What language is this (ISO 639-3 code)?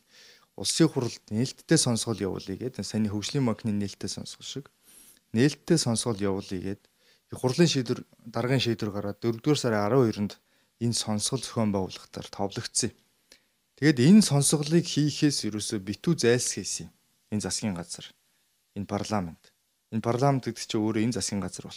mon